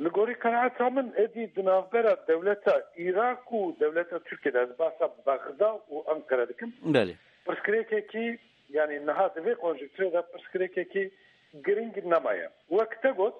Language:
Kurdish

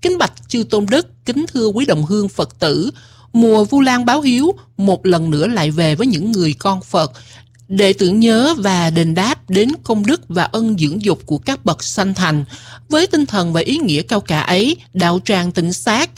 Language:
Vietnamese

